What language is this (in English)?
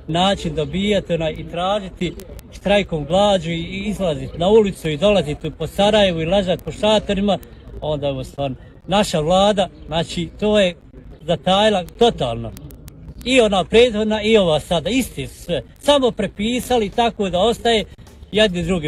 Bosnian